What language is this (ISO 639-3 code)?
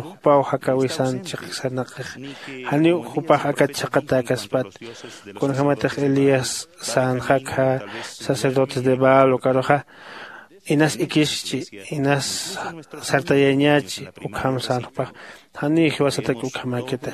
aym